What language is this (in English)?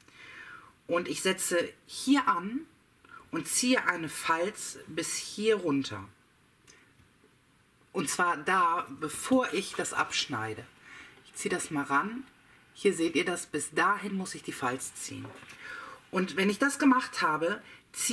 German